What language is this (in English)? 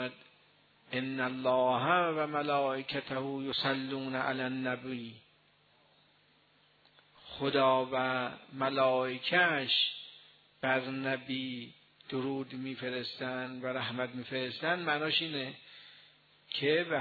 Persian